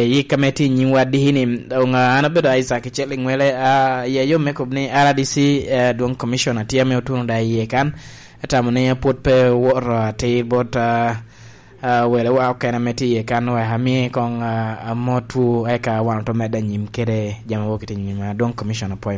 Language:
Lango (Uganda)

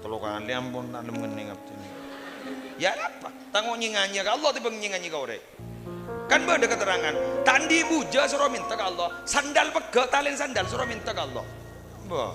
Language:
Madurese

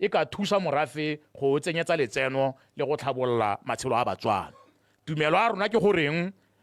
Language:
Tswana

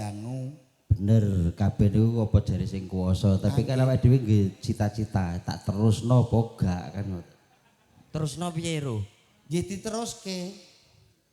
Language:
Javanese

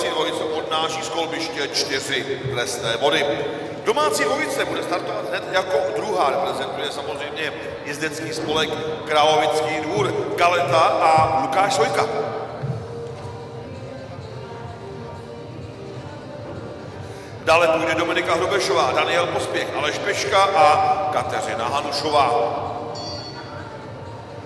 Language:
Czech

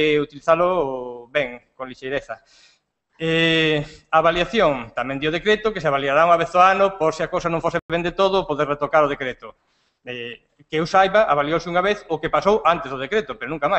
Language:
Galician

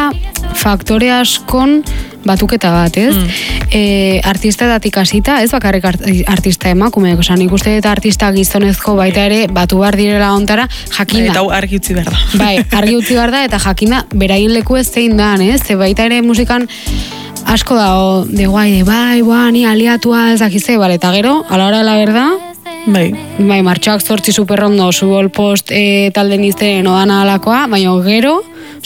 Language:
Basque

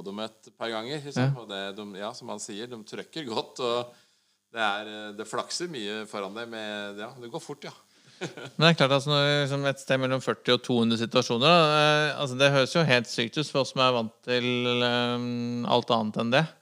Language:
Norwegian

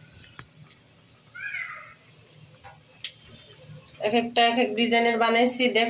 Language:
Bangla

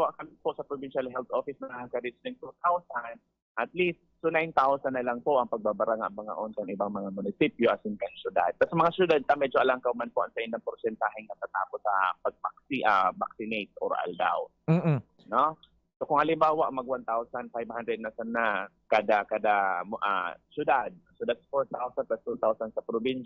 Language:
Bikol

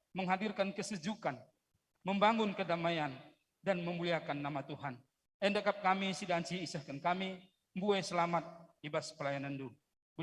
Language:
Batak Karo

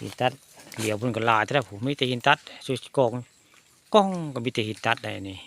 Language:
Northeastern Thai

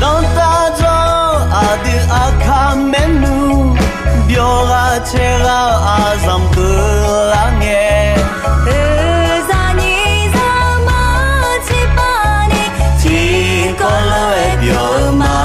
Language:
Akha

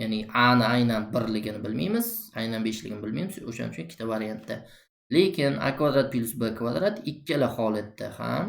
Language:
Uzbek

